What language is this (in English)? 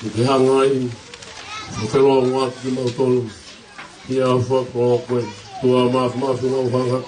Tongan